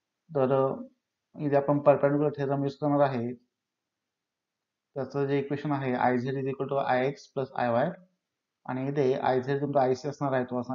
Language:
Marathi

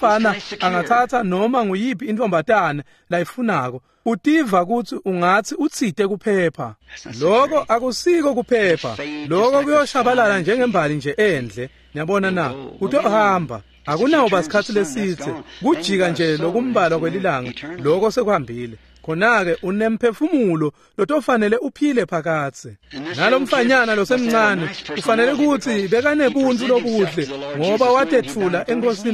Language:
Swati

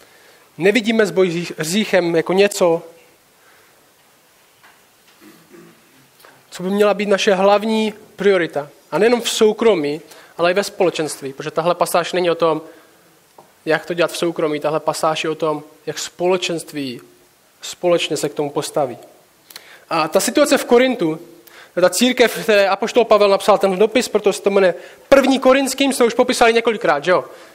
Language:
Czech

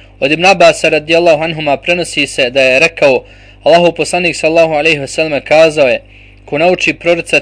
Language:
Bosnian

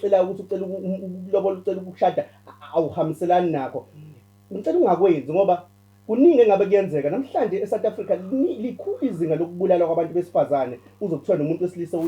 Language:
Zulu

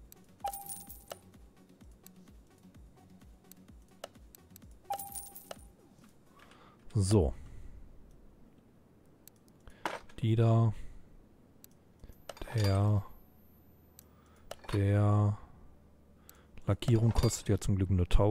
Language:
German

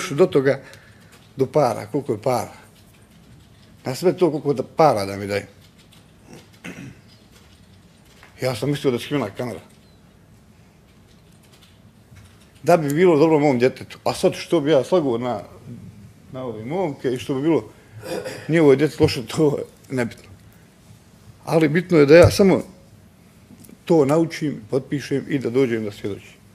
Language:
Bosnian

